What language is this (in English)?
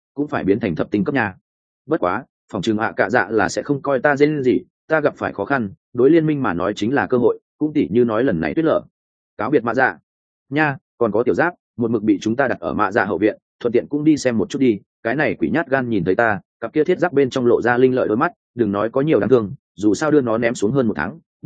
Vietnamese